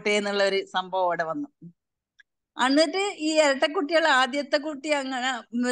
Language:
Malayalam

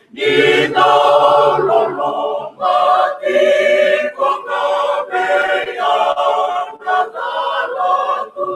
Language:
Fijian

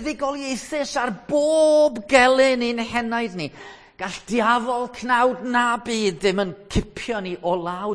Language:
Welsh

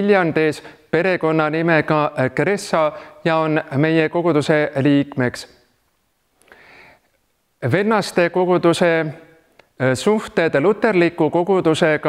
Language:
Estonian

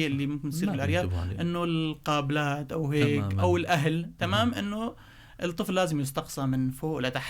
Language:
North Levantine Arabic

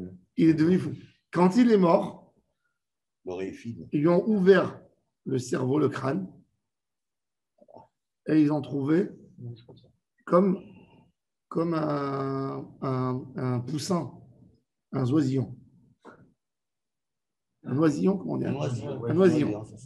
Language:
French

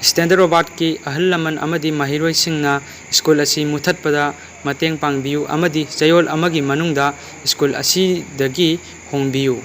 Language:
Manipuri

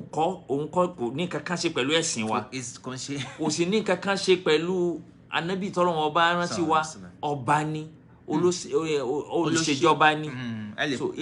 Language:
Yoruba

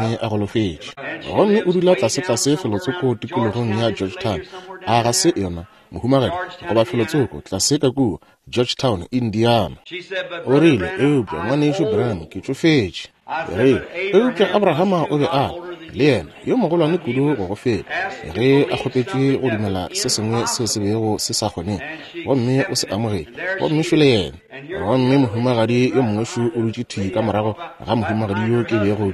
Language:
Northern Sotho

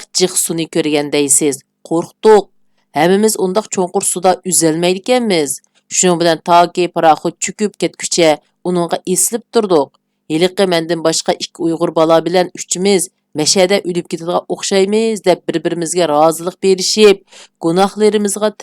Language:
Uyghur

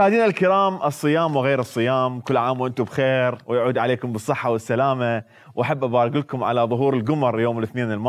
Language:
Mesopotamian Arabic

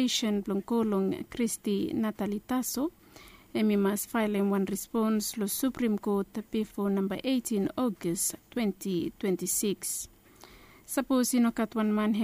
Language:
Bislama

